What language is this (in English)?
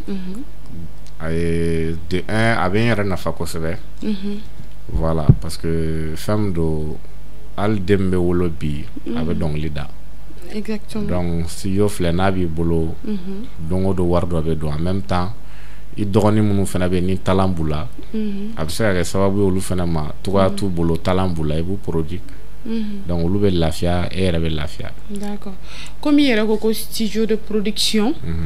Bambara